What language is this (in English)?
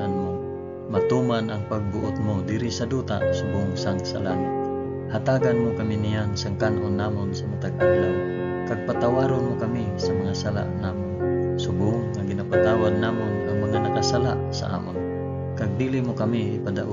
Hiligaynon